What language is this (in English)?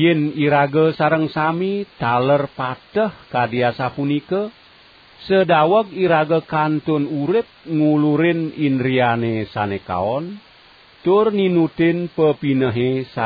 Balinese